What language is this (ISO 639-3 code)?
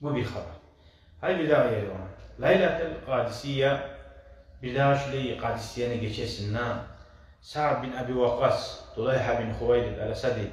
kum